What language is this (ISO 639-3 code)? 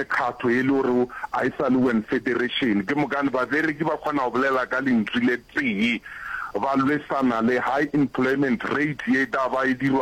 nso